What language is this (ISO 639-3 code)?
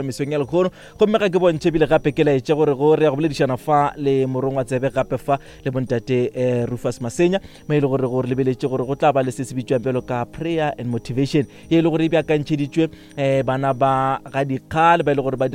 nso